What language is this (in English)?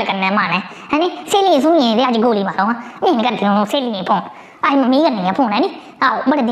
Dogri